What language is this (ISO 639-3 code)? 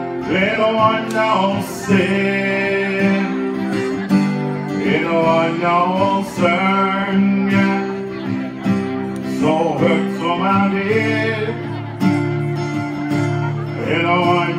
nor